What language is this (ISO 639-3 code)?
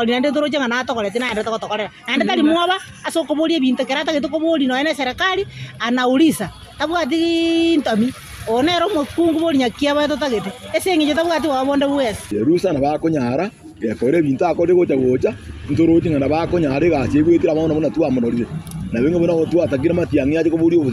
guz